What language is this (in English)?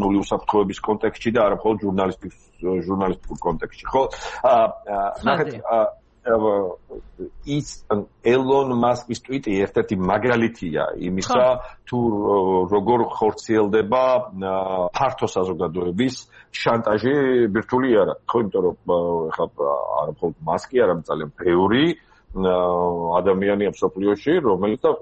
Georgian